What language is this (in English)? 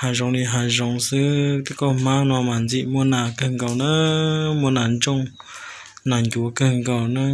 Hmong